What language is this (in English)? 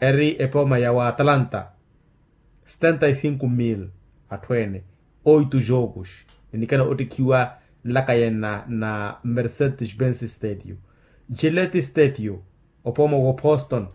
Makhuwa